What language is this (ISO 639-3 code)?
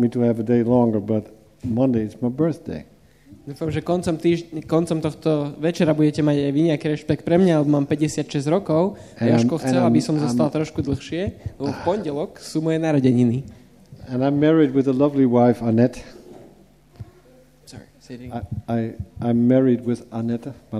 slk